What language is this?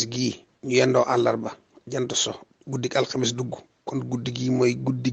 Wolof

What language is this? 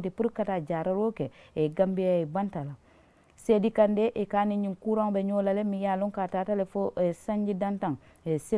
Mandingo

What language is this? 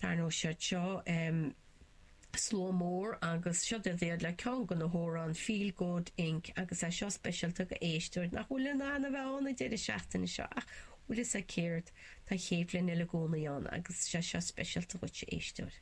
Irish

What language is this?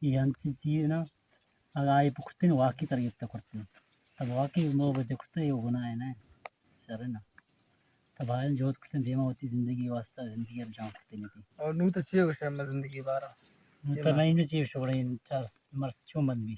Eastern Balochi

